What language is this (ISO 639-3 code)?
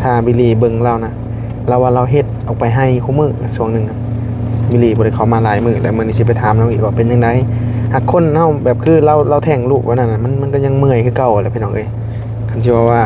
tts